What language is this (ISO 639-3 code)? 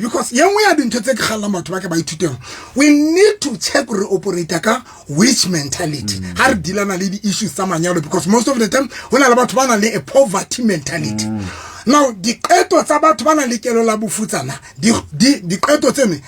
sot